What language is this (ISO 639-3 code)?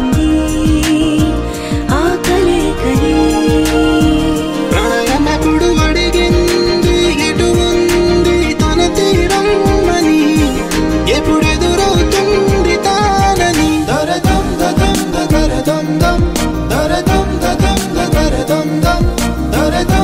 tel